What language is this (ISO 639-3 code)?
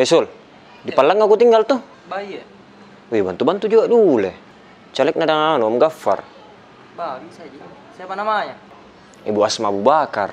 mfp